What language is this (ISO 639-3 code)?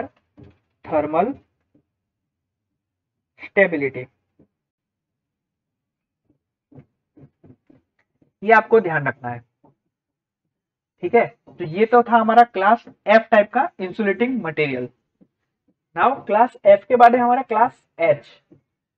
hin